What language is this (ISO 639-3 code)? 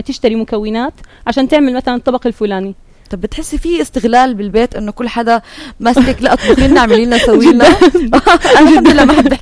apc